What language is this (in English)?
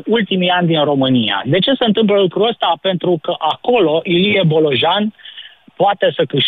Romanian